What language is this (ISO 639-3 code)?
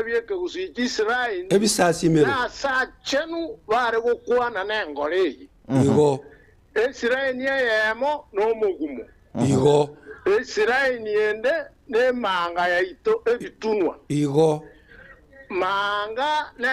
guz